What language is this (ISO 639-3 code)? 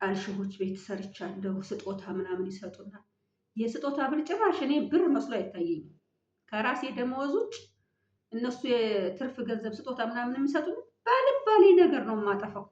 amh